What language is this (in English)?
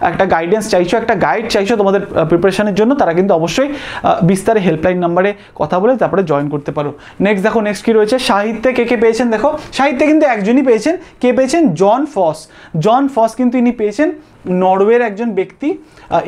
Bangla